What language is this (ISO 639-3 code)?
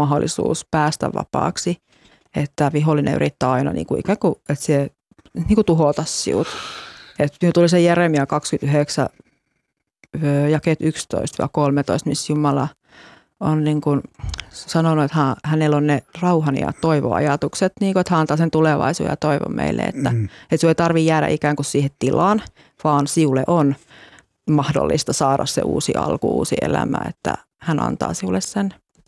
fin